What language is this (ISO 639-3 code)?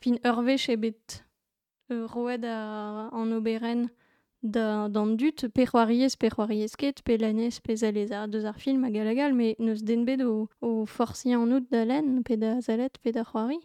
bre